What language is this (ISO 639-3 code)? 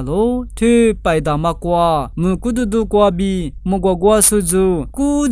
lis